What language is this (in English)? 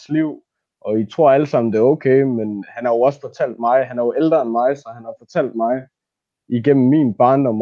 Danish